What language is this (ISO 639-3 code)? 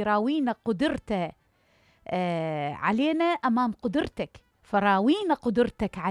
acm